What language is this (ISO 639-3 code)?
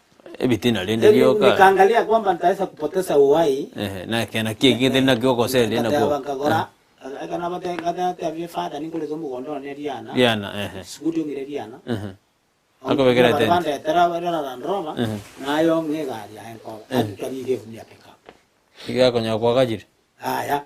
guz